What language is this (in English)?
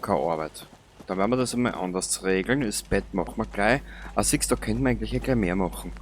Bavarian